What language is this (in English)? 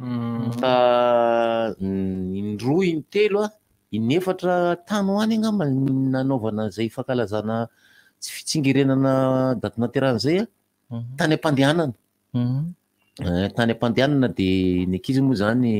Malagasy